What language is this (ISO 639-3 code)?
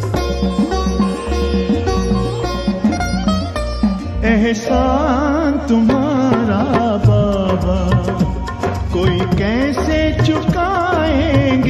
hin